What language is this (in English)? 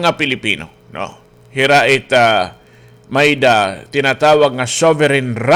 Waray